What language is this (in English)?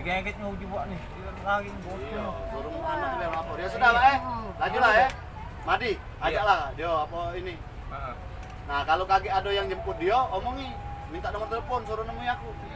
Musi